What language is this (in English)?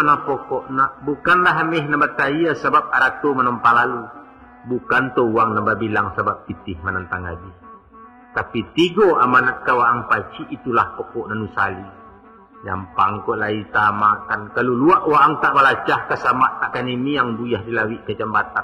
Minangkabau